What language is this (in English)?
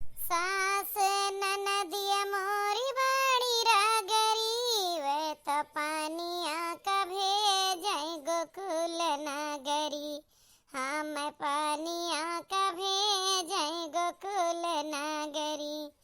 Awadhi